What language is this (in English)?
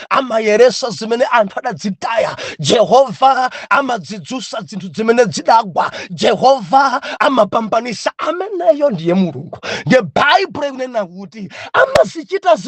Nyanja